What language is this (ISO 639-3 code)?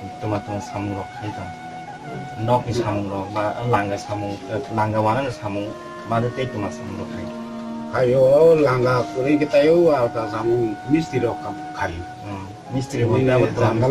trp